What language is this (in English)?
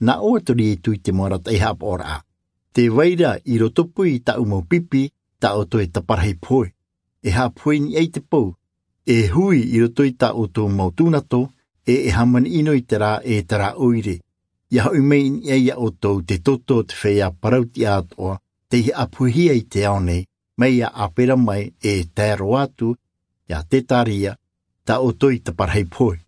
Tahitian